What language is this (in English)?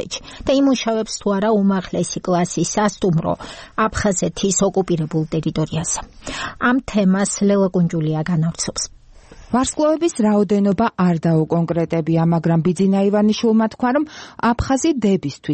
Georgian